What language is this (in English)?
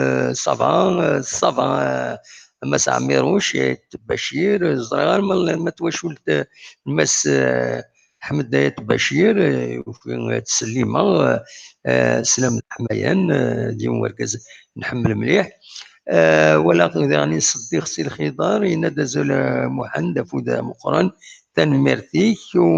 Kabyle